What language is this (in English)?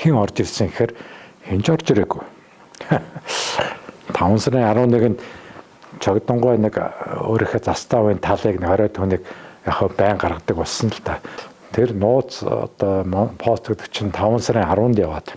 Mongolian